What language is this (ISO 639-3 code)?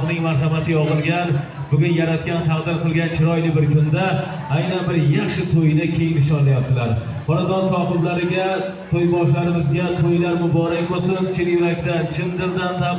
uzb